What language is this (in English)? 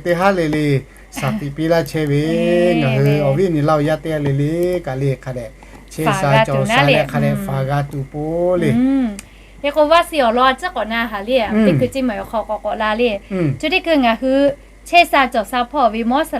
Lahu